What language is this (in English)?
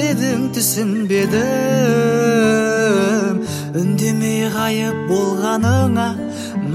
Kazakh